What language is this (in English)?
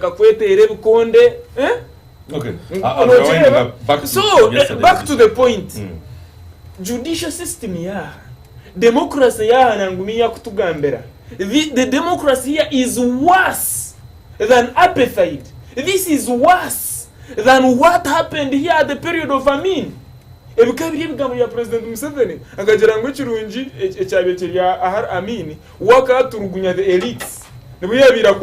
Nyankole